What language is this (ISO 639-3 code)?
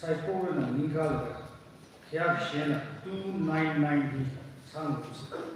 nmf